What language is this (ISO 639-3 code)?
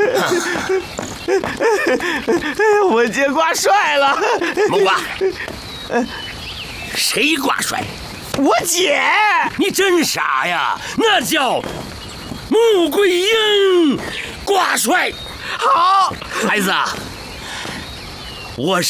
zho